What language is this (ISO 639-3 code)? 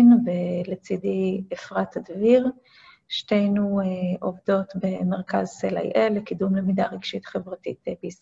heb